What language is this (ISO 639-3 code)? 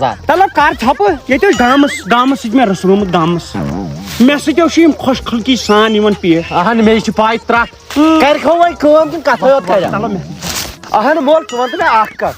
kas